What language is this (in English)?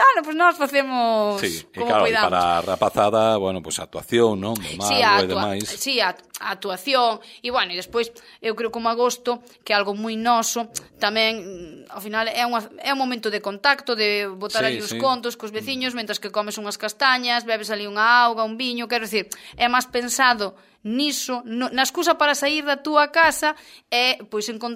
Galician